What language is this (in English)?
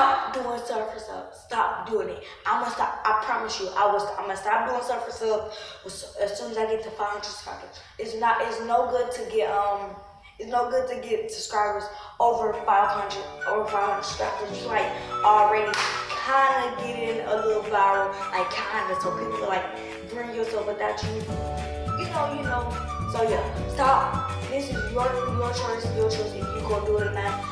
English